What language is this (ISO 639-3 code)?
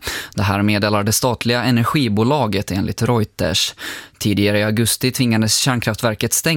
swe